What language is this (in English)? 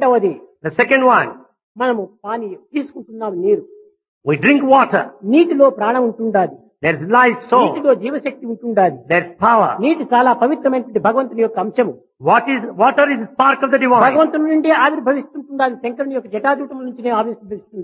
Telugu